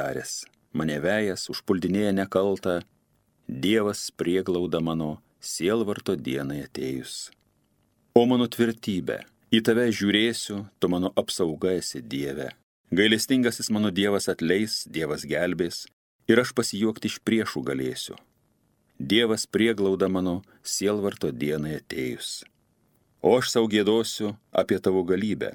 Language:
Lithuanian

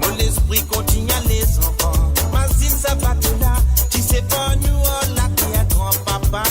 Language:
Morisyen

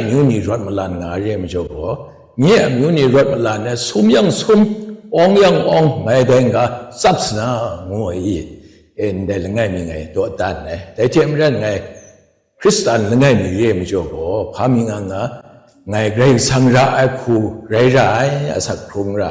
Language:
Kachin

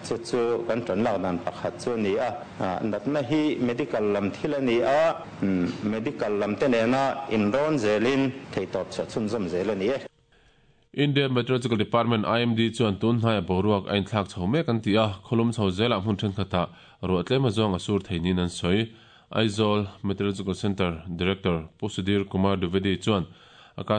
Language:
Mizo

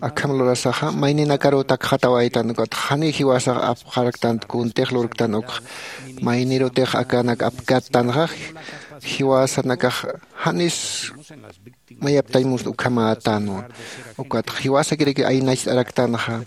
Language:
Aymara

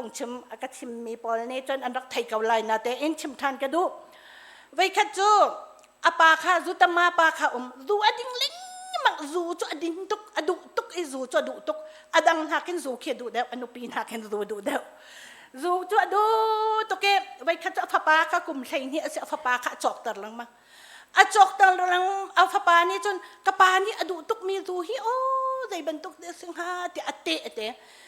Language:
Hakha Chin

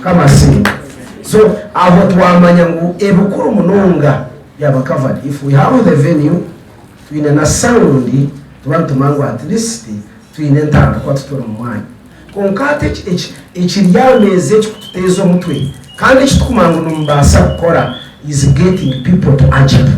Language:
Nyankole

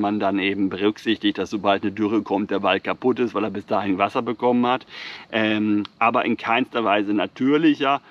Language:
German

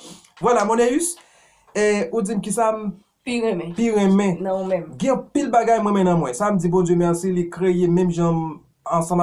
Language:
Haitian Creole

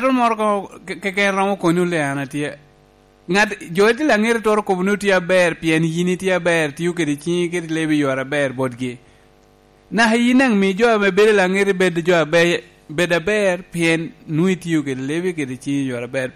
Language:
Lango (Uganda)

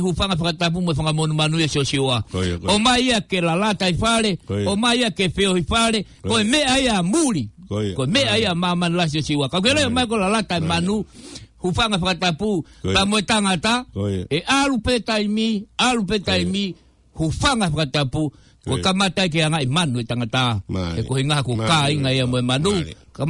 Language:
Tongan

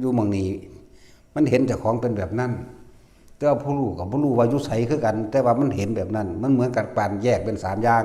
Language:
Northeastern Thai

